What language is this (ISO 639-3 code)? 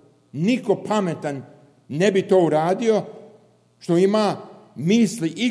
srp